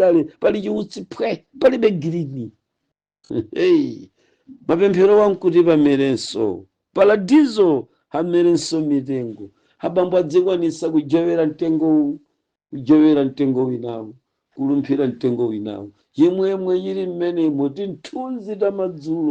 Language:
Nyanja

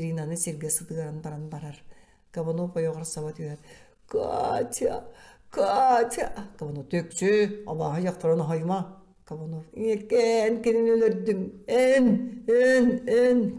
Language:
Yakut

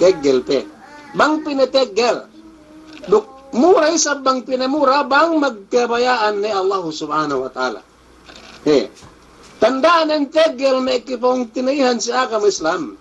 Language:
Yakan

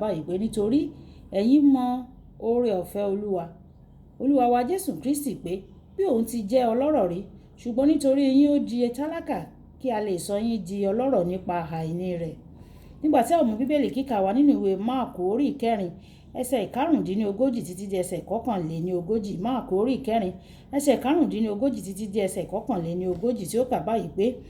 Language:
Yoruba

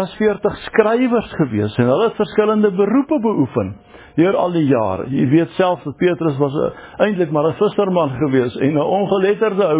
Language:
Afrikaans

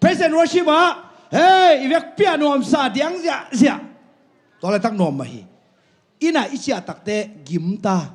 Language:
Tedim Chin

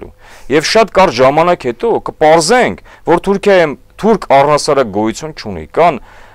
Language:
Armenian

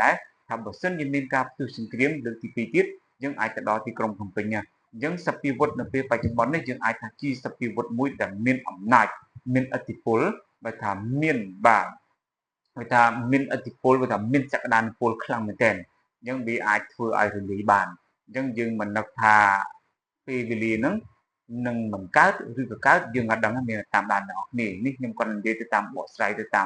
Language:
Khmer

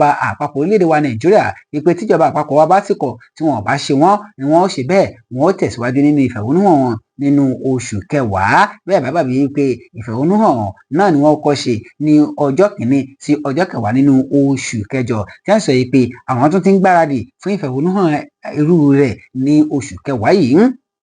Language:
Yoruba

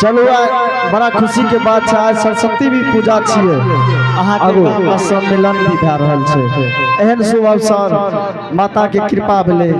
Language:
Angika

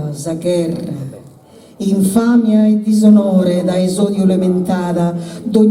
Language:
Sardinian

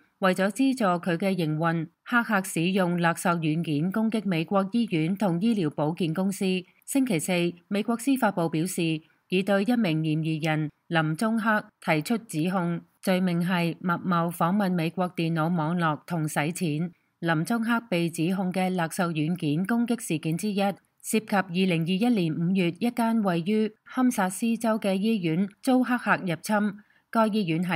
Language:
Cantonese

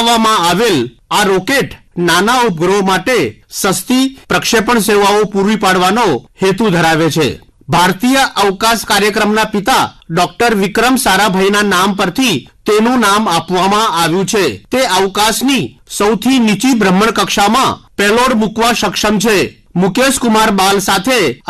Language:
Gujarati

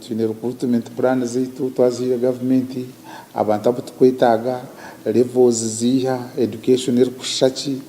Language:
Nyankole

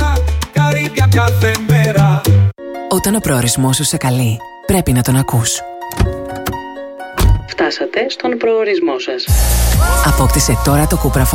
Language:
Greek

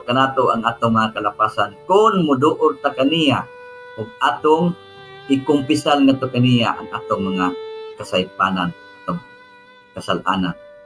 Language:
Cebuano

